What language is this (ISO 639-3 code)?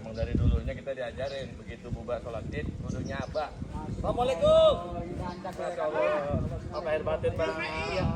bew